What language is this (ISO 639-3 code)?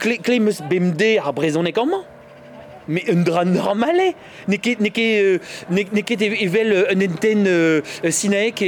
bre